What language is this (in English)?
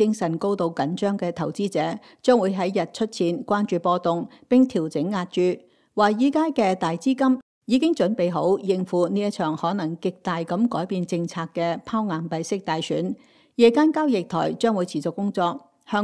Cantonese